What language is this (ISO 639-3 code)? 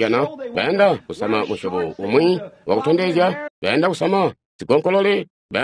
toi